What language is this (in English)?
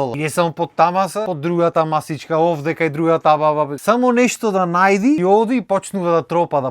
Macedonian